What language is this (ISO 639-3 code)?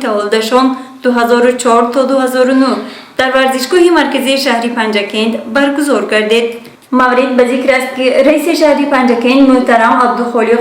tgk